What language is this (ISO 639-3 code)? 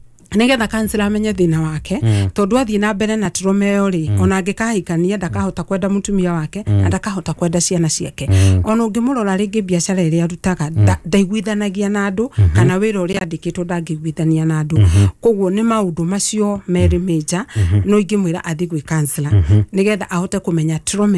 kik